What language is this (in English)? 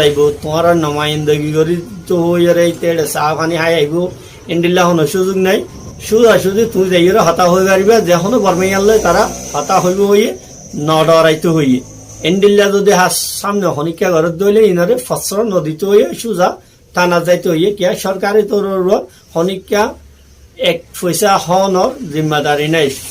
Rohingya